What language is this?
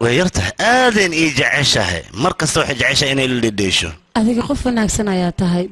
Somali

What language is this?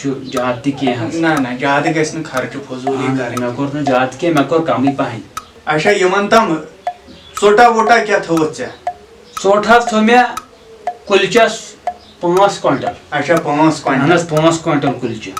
Kashmiri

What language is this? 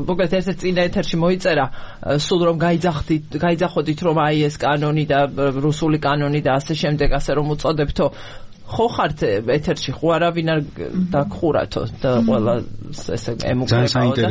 Georgian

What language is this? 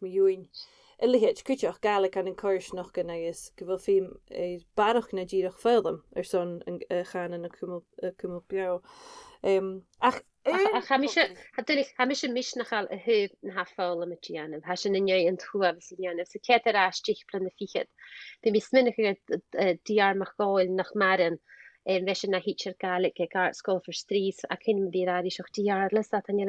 Scottish Gaelic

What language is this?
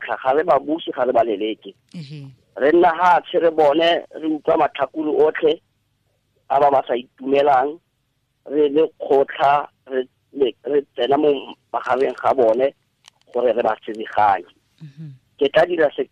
Tswana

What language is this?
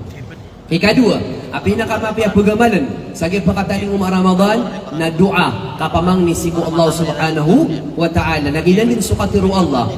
Maranao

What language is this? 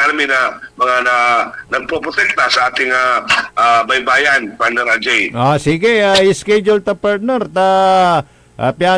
Pangasinan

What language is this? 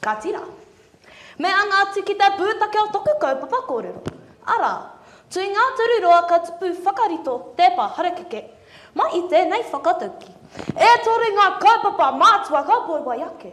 Māori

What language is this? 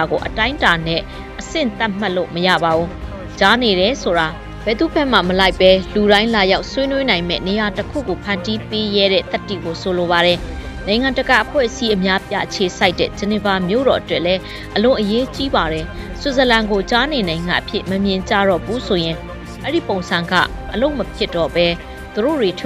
Burmese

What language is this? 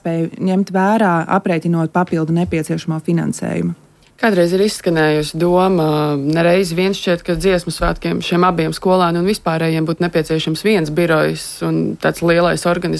Latvian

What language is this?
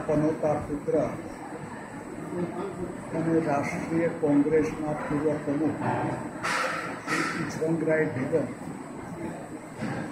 Gujarati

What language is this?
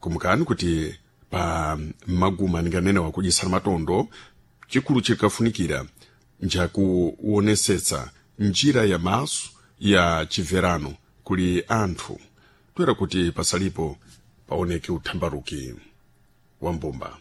Sena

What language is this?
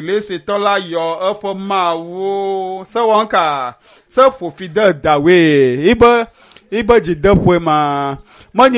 Ewe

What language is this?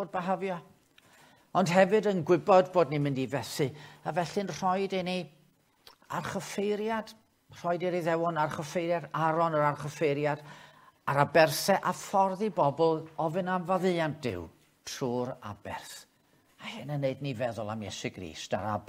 Welsh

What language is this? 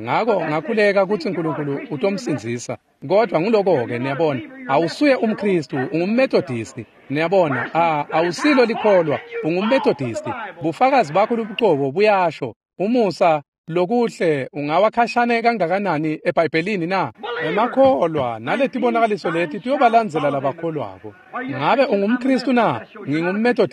Swati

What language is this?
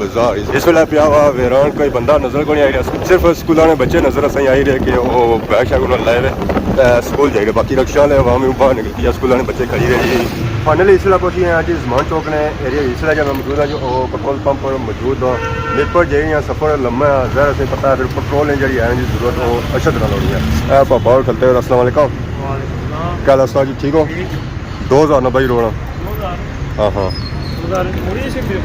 Pahari-Potwari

